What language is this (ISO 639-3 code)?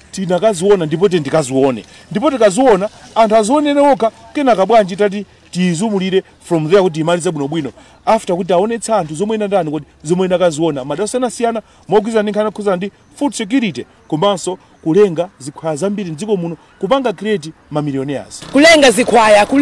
nya